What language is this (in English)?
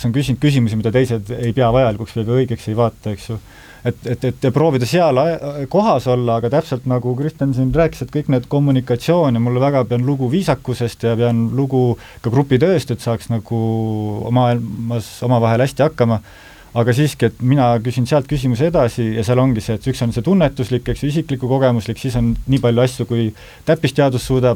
Estonian